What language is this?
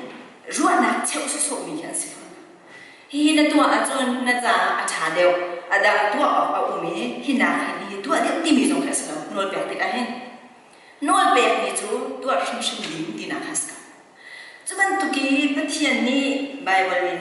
Hakha Chin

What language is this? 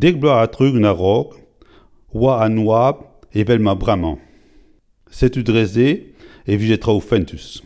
Breton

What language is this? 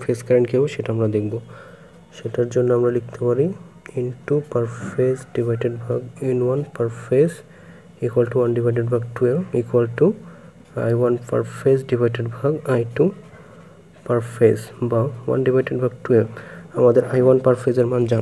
Bangla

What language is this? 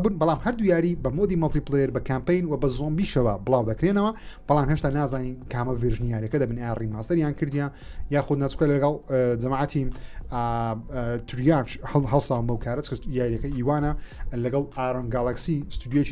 Central Kurdish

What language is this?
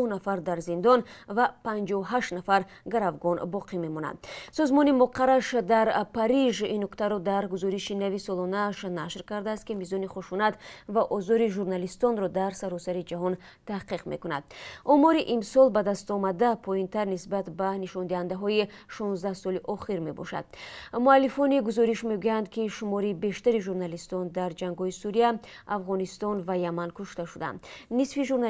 Tajik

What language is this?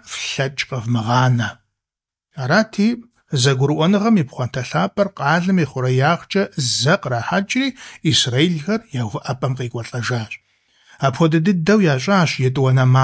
Kabardian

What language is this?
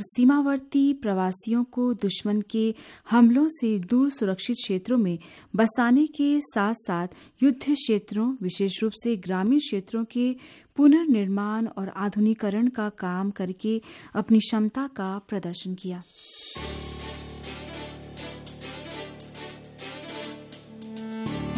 Hindi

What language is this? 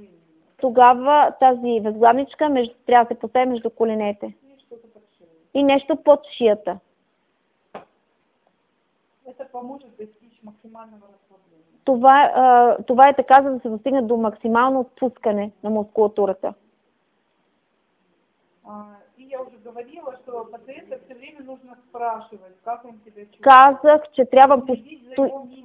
Bulgarian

